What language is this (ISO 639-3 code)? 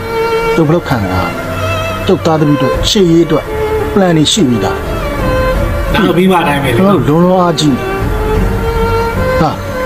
mya